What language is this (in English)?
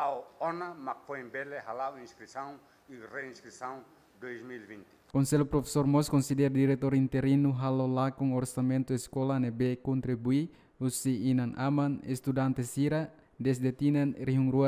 Tetum